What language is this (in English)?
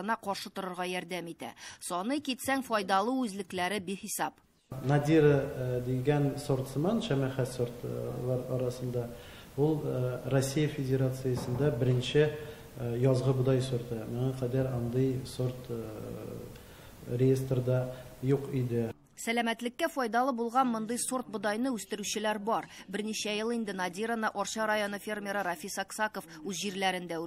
Tatar